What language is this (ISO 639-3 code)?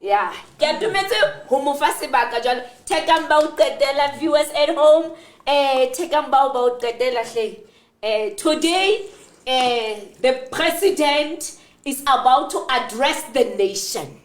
sot